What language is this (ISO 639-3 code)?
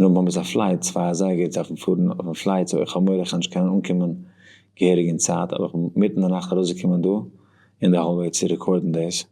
yid